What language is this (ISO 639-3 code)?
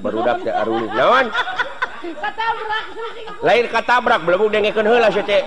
sun